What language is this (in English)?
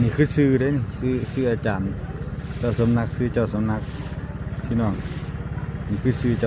Lao